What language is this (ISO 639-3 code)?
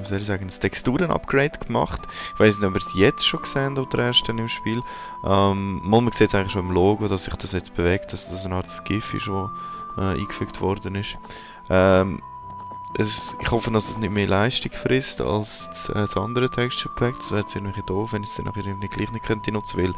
gsw